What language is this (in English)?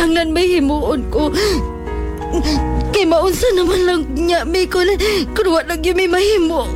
Cebuano